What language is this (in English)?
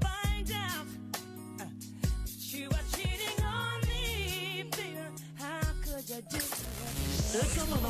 Tsonga